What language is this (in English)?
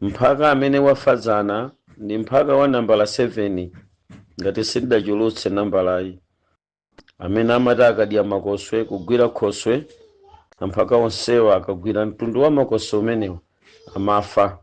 Nyanja